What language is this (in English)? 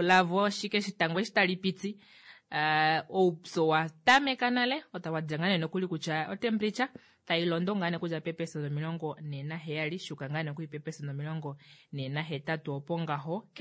Kuanyama